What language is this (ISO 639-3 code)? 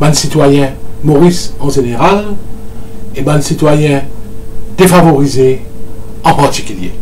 mfe